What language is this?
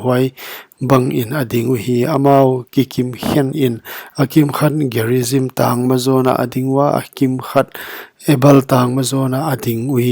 Paite Chin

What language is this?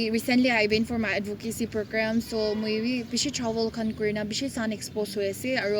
Naga Pidgin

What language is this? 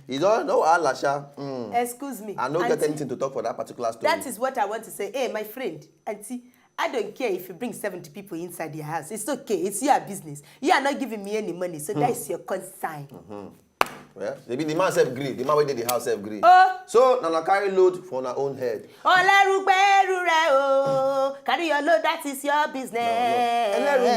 Nigerian Pidgin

